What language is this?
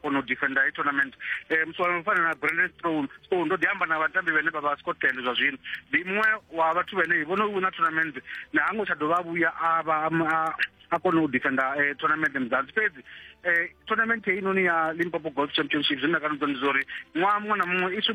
Venda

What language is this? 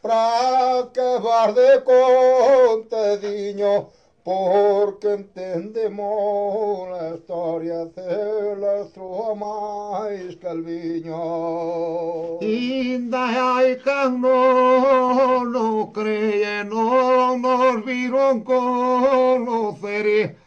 Galician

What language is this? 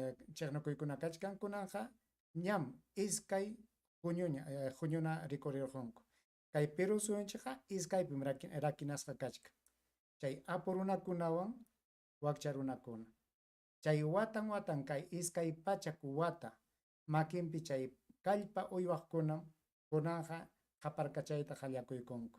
Ayacucho Quechua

